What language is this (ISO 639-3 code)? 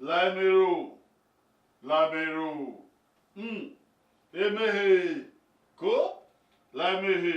bin